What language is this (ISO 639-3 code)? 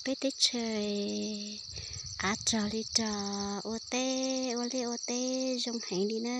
hmn